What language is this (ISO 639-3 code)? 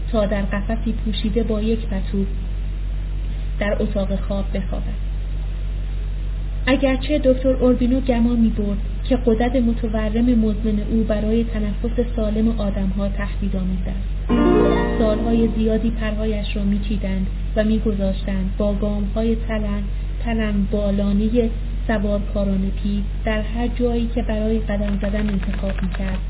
fas